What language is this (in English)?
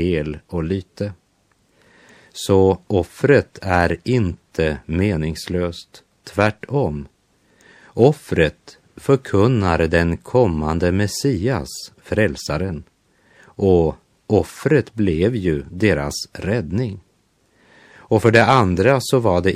Swedish